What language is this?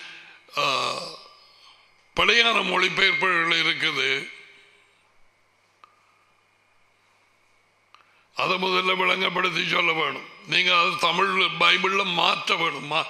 Tamil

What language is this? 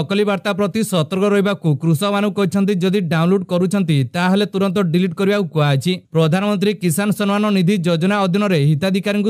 Odia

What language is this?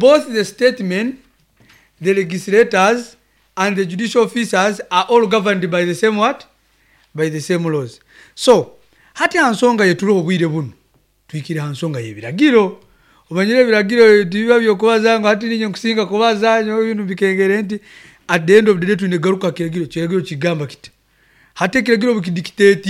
Nyankole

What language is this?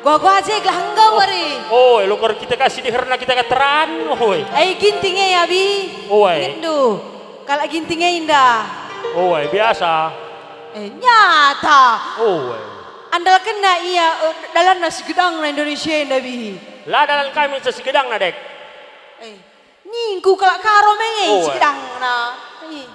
Batak Karo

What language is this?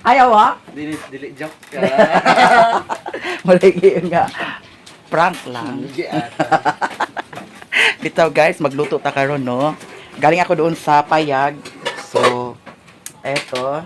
Cebuano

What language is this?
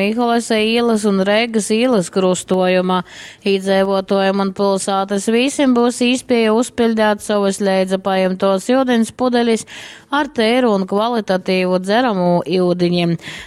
Latgalian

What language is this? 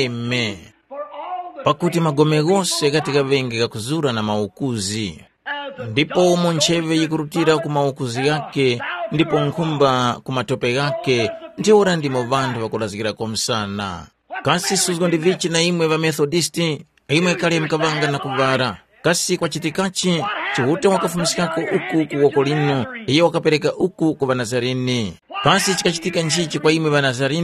Tumbuka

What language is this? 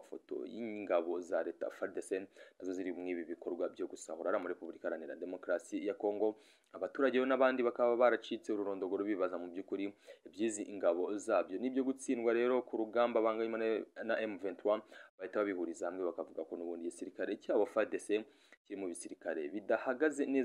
Kinyarwanda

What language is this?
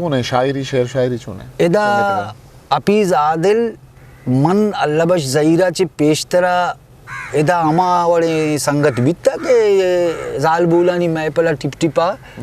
Eastern Balochi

